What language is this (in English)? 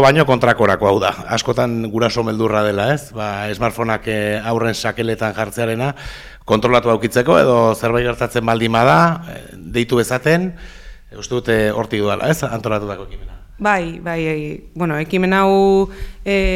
Basque